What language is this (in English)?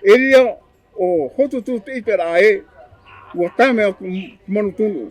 Tahitian